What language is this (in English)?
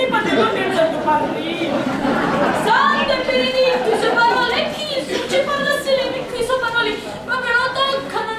Sicilian